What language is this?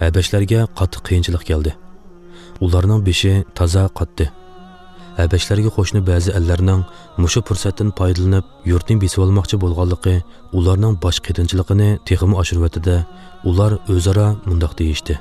Uyghur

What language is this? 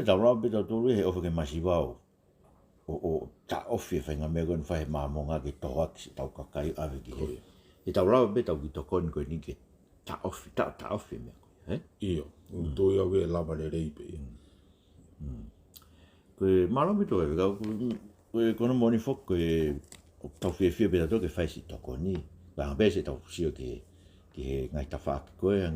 Tongan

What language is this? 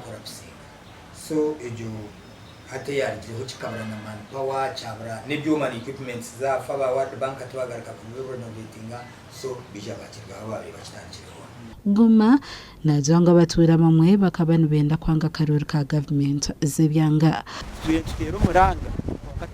Nyankole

